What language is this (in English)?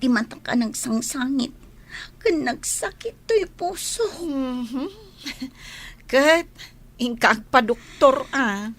Iloko